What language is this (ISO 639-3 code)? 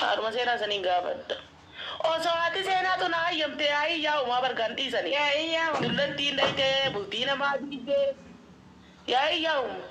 orm